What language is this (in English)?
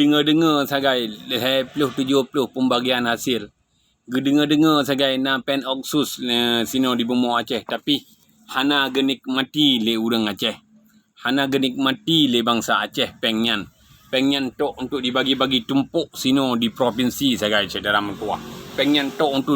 Achinese